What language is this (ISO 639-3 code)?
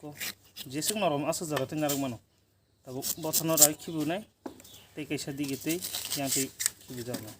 trp